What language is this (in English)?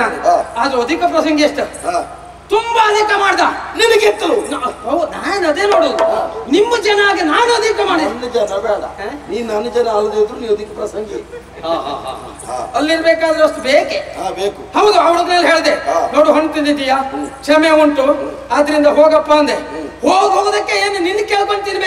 Kannada